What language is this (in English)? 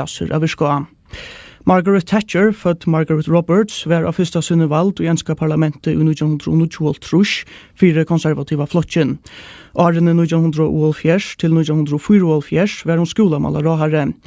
Faroese